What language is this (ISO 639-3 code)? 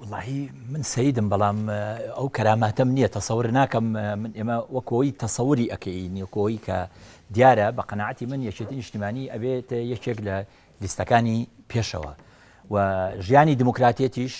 ckb